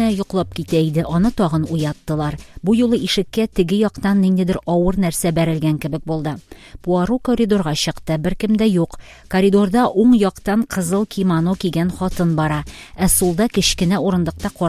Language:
Tatar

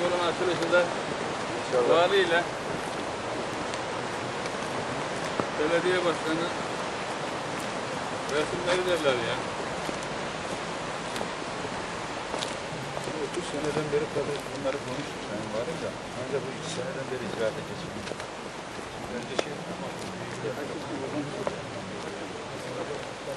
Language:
Turkish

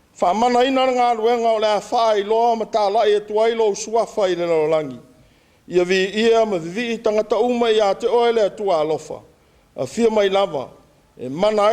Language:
Samoan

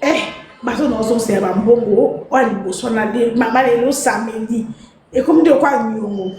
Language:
Lingala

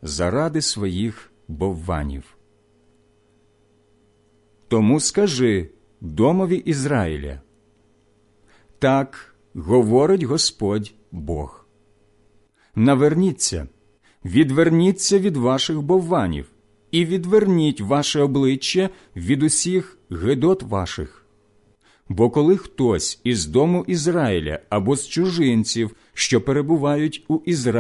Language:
Ukrainian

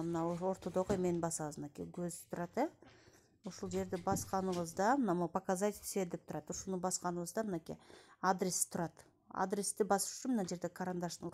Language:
Kyrgyz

